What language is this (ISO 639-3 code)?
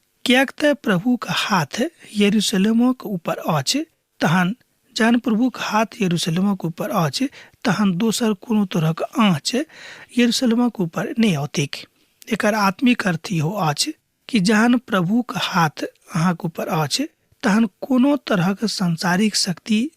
mai